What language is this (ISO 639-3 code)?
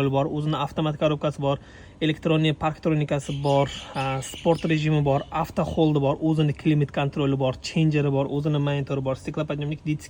uzb